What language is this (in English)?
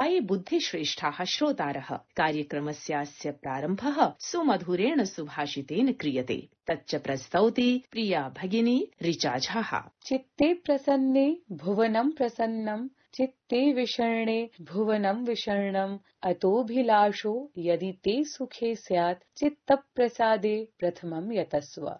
Sanskrit